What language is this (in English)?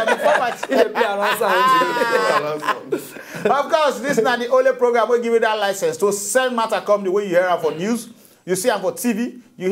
Nigerian Pidgin